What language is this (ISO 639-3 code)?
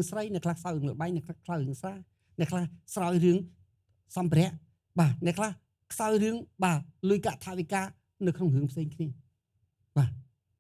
khm